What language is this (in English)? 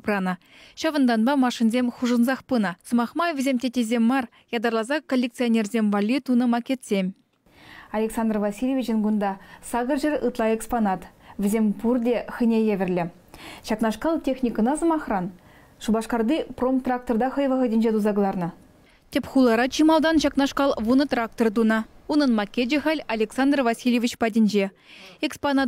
Chuvash